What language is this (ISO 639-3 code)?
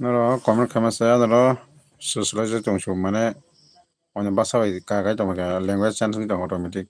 trp